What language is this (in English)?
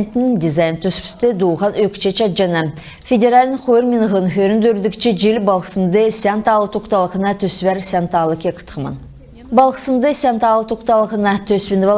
Kalmyk